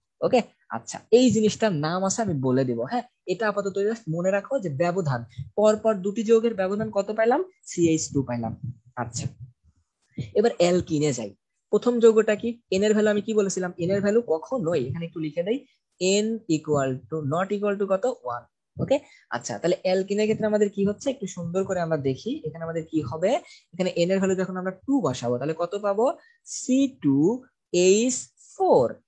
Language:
Bangla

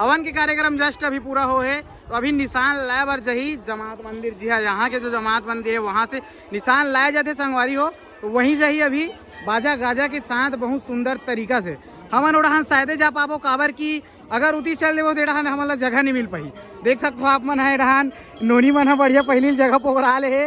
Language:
Chhattisgarhi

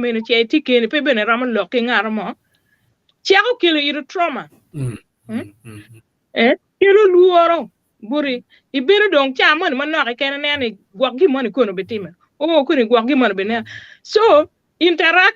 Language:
Acoli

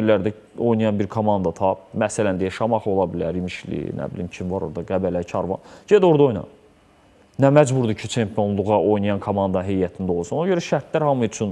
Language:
Azerbaijani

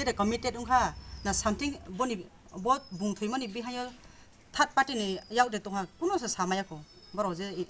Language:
Kok Borok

